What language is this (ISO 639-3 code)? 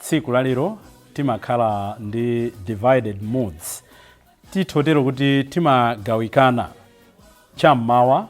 nya